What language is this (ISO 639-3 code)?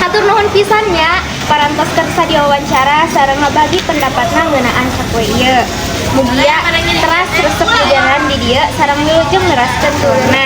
sun